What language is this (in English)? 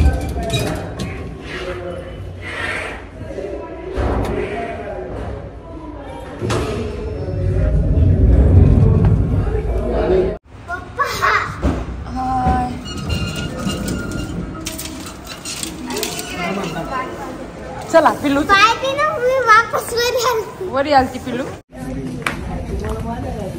Marathi